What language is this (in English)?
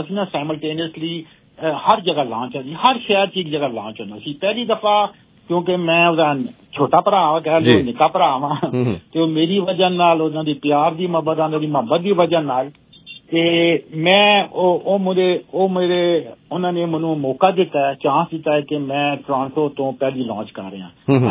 Punjabi